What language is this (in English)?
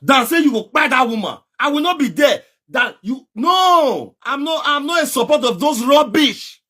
Nigerian Pidgin